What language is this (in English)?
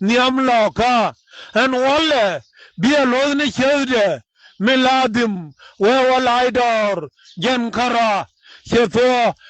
Nuer